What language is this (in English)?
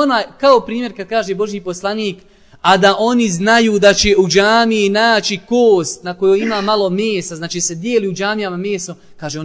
Bosnian